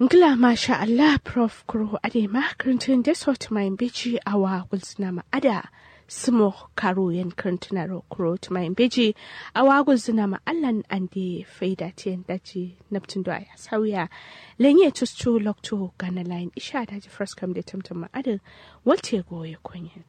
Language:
Kanuri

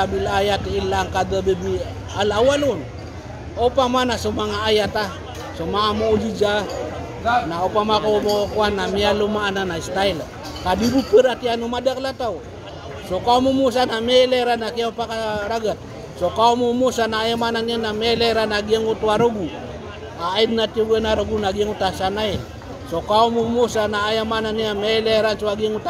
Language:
Maranao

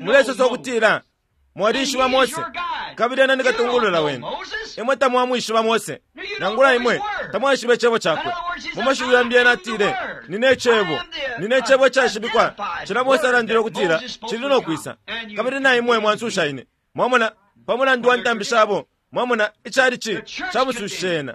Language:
Bemba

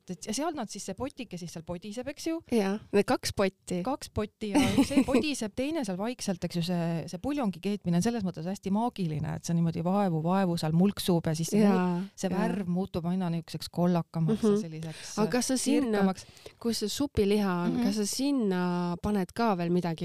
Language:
Estonian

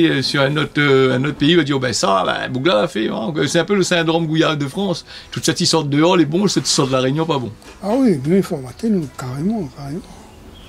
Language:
Réunion Creole French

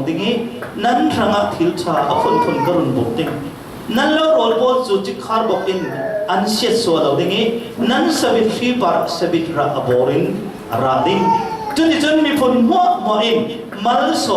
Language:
Falam Chin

